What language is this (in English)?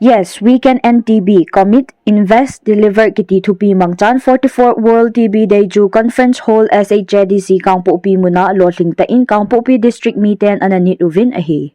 Thado Chin